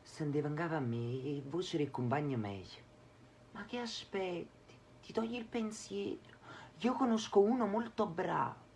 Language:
Neapolitan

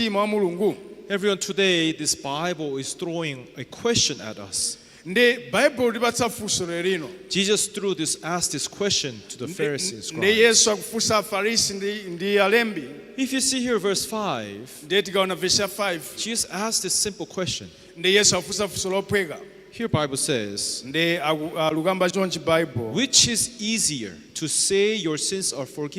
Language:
Nyanja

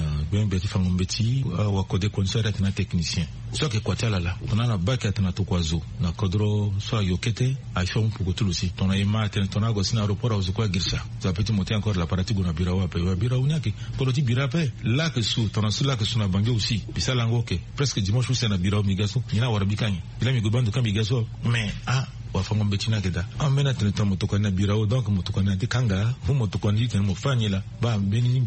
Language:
Sango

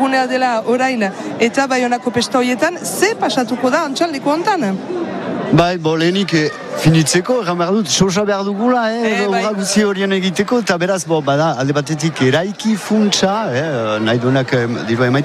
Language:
Basque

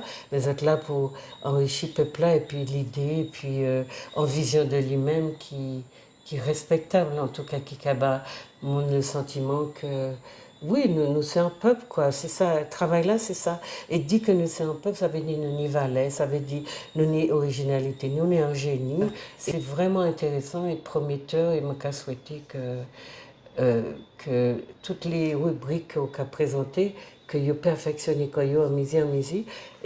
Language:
Guadeloupean Creole French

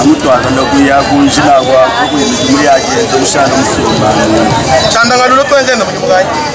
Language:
Luba-Lulua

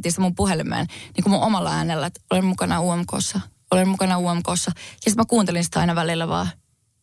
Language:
Finnish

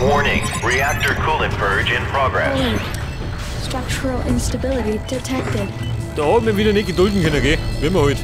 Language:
Bavarian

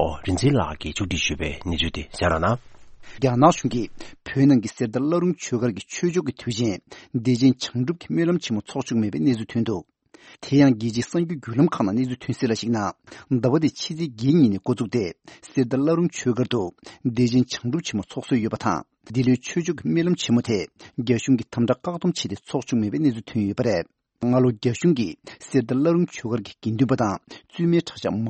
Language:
Tibetan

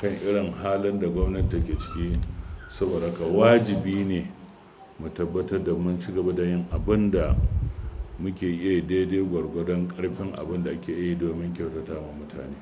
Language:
Hausa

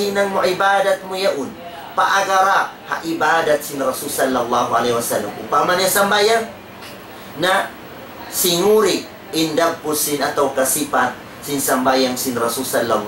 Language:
Tausug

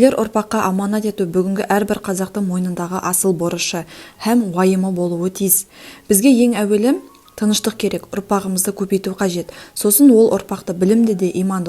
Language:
Kazakh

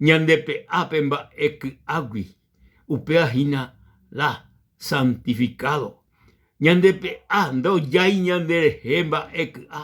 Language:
Guarani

